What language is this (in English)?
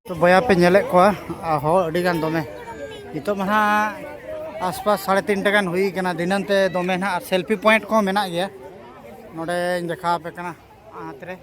Santali